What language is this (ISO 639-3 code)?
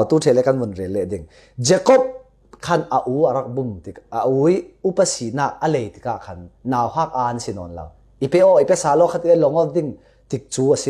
cfm